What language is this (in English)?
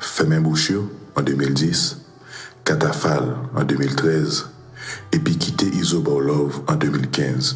Haitian Creole